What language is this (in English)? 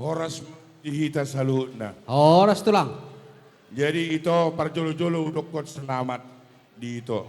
Batak Toba